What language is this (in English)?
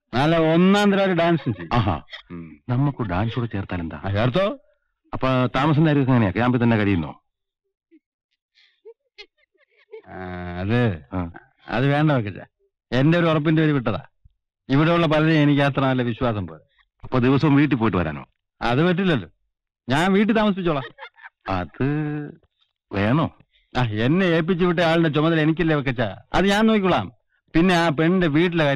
Malayalam